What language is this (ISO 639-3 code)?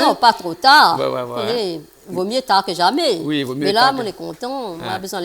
rcf